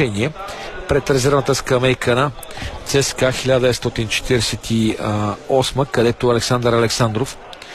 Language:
Bulgarian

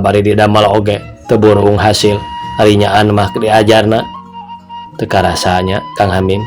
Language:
Sundanese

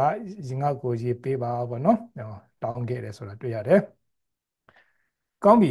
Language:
Burmese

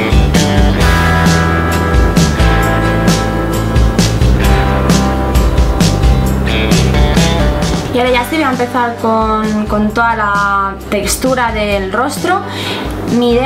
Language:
Spanish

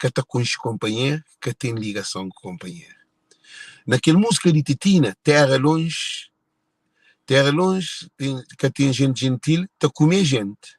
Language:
Kabuverdianu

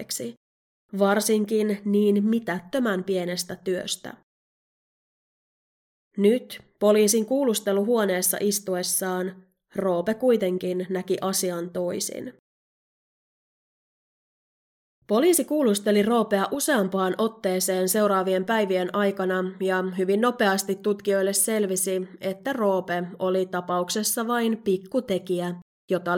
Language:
Finnish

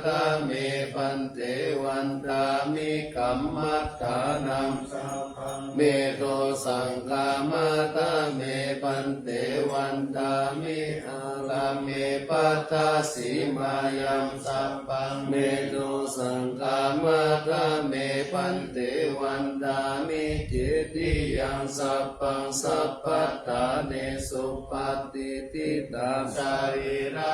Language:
Pali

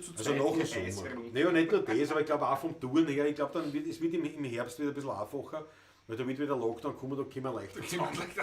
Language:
Bavarian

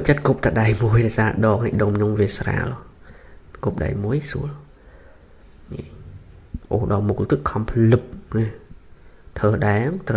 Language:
Khmer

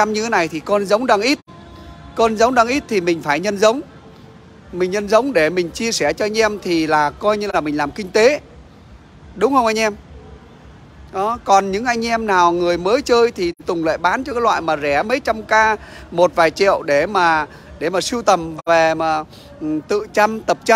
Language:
Vietnamese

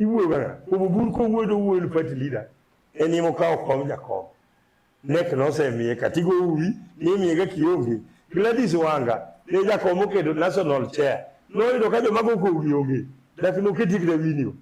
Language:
Luo (Kenya and Tanzania)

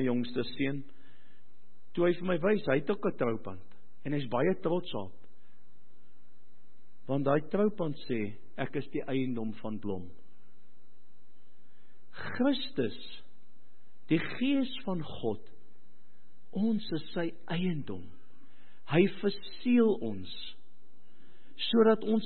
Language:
Afrikaans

